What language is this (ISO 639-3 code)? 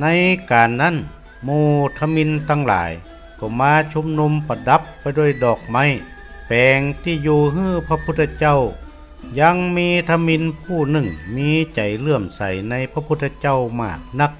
nod